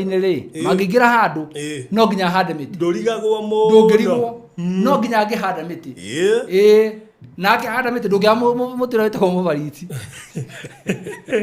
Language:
Kikuyu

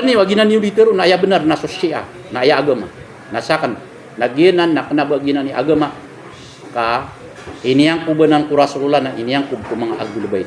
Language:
Maranao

